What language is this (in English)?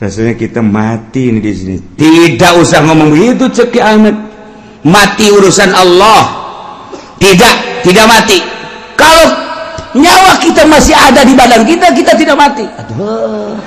Sundanese